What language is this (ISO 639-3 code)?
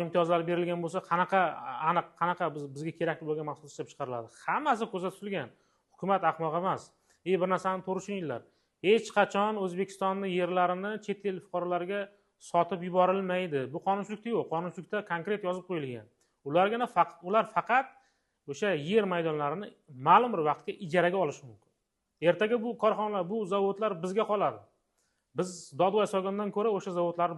uzb